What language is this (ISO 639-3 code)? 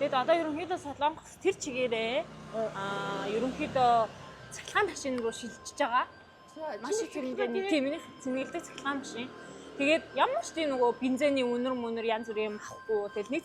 mon